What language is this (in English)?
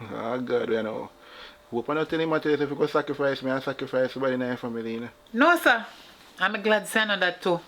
Jamaican Creole English